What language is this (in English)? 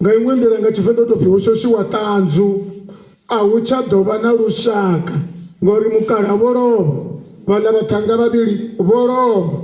Venda